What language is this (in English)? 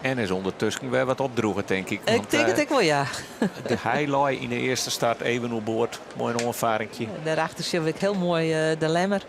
Western Frisian